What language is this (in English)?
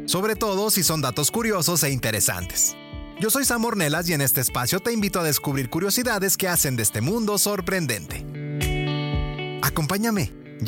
Spanish